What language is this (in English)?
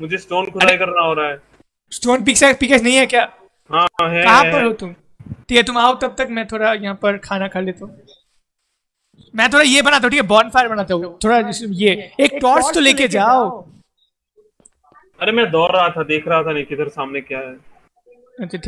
Hindi